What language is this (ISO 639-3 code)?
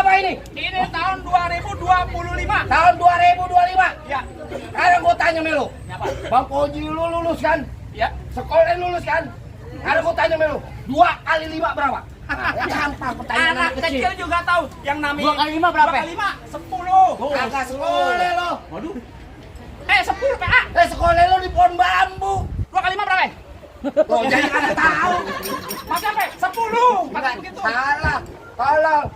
bew